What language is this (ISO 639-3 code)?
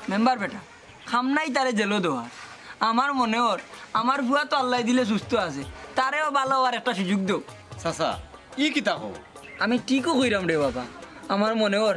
syl